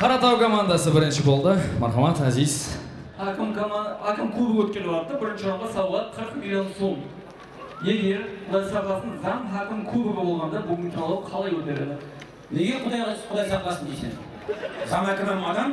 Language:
Kara-Kalpak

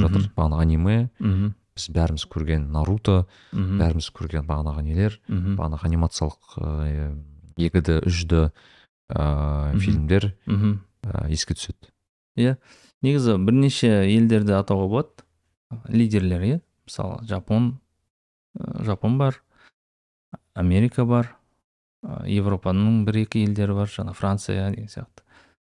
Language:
Kazakh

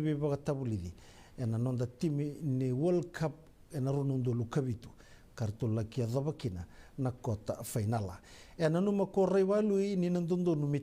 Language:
Fijian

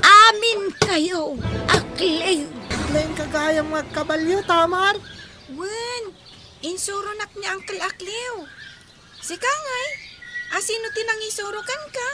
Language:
Iloko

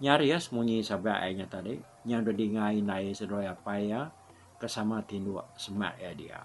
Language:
Iban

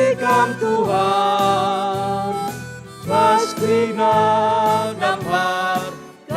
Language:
Batak Karo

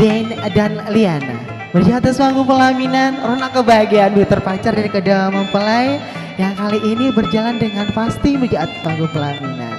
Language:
Banjar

